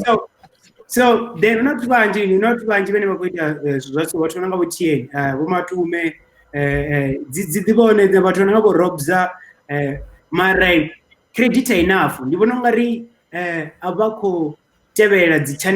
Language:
Venda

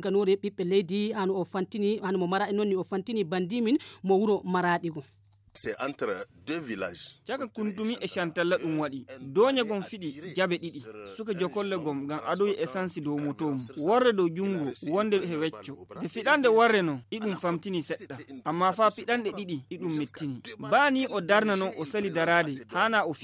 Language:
Nigerian Fulfulde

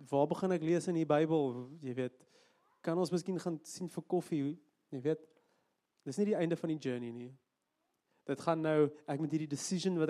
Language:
Afrikaans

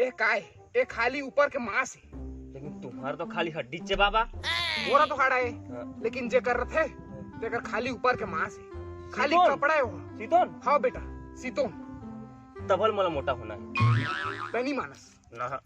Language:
Chhattisgarhi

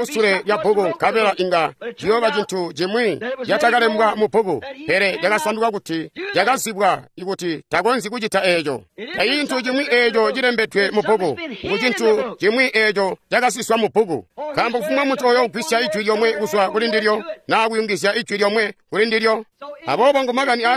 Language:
Tonga (Zambia)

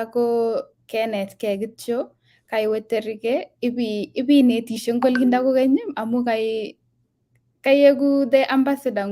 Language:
Kalenjin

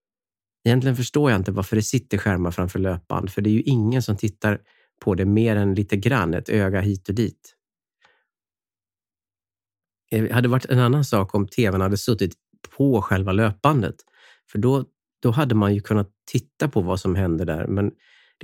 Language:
Swedish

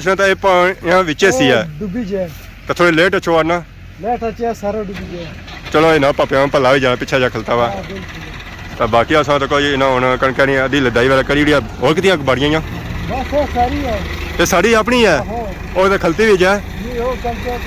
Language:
Pahari-Potwari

